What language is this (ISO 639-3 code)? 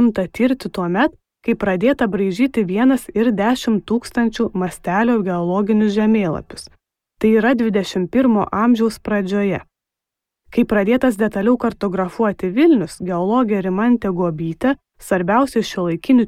lit